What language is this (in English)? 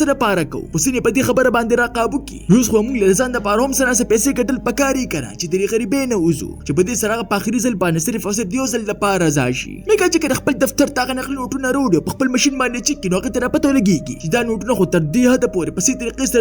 Pashto